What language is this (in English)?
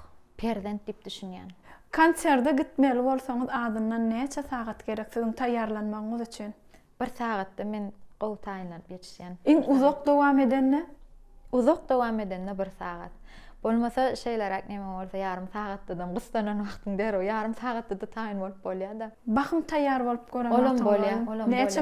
Turkmen